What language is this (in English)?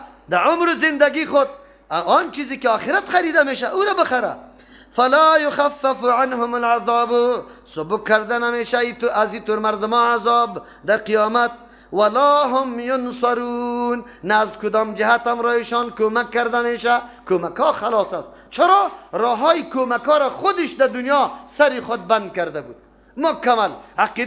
Persian